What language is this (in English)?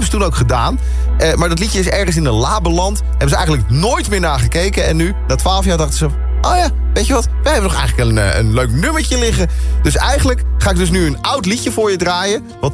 Dutch